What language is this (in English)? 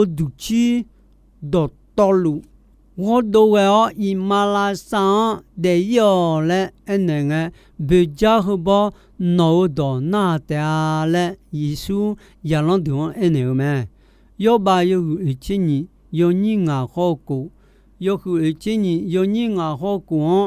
Akha